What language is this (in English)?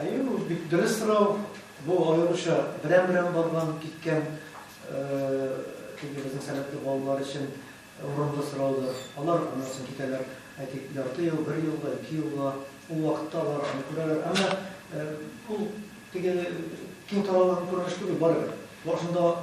Tatar